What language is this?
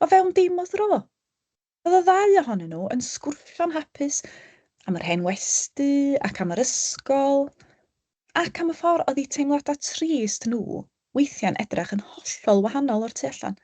Welsh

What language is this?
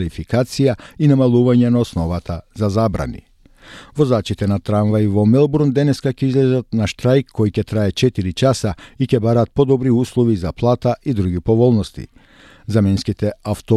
Macedonian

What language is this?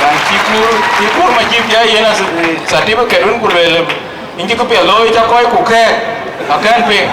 Dinka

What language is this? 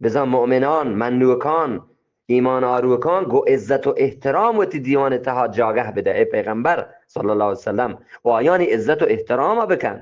Eastern Balochi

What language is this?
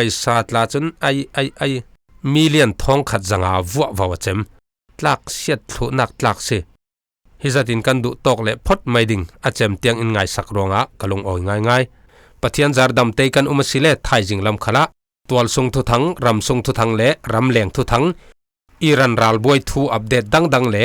Falam Chin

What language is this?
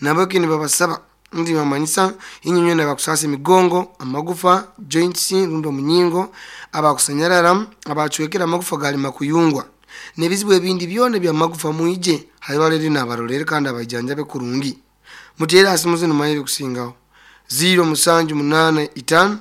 Nyoro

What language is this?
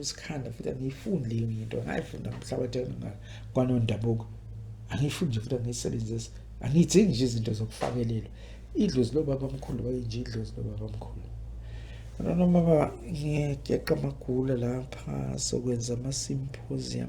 Zulu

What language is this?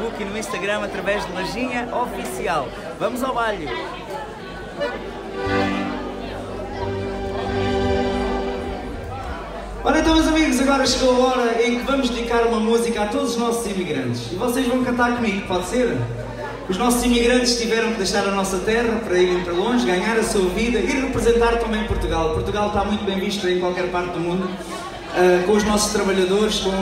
Portuguese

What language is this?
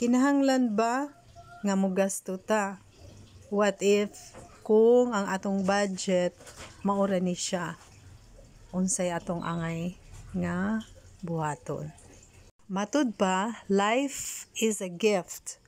Cebuano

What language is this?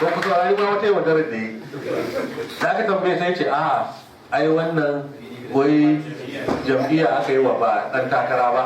Hausa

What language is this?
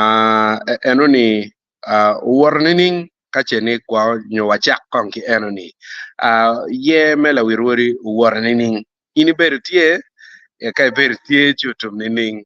Acoli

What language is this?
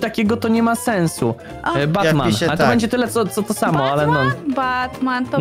Polish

